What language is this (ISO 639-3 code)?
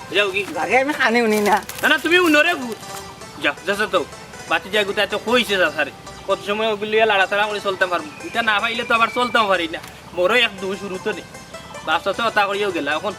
syl